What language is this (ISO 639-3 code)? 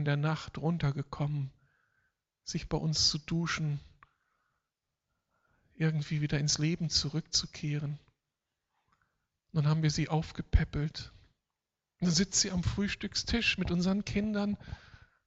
deu